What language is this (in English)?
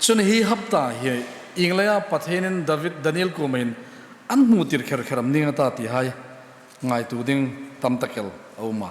Hmar